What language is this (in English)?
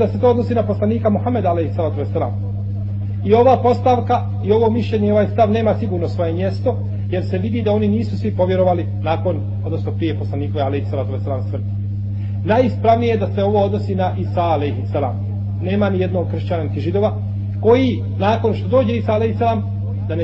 Bosnian